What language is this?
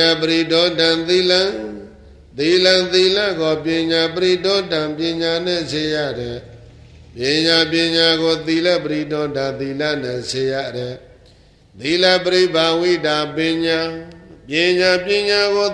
Burmese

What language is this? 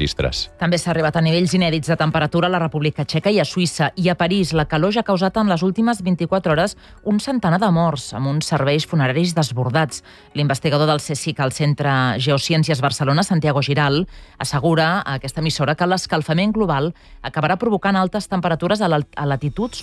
Catalan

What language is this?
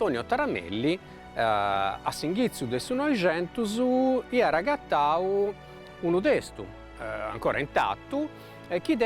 Sardinian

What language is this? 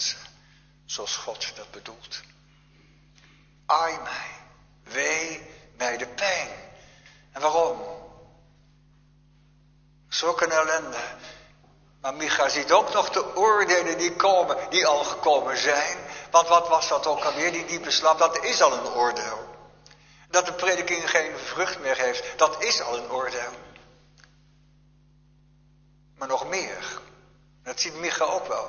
Dutch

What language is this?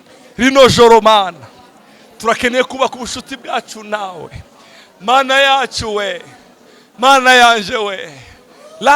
Rundi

